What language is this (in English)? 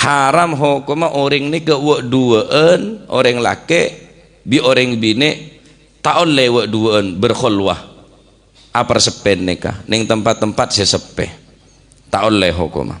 Madurese